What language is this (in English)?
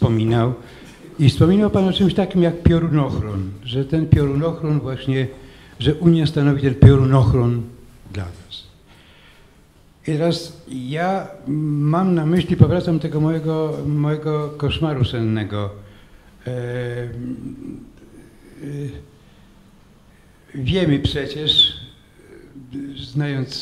Polish